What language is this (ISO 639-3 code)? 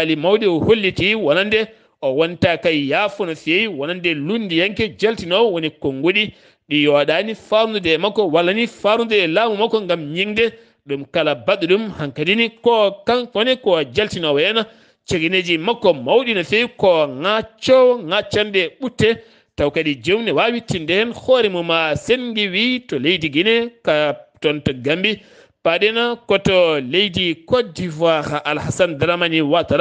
ful